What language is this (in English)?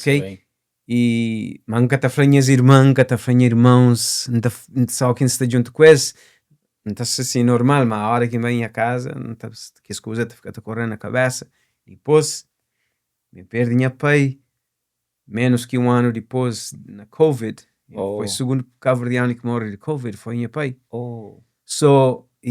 Kabuverdianu